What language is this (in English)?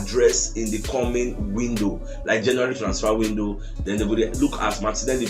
Nigerian Pidgin